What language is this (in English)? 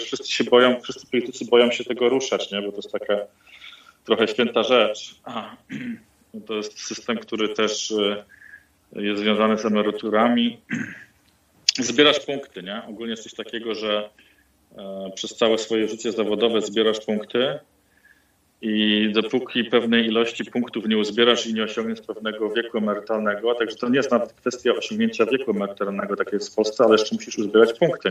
Polish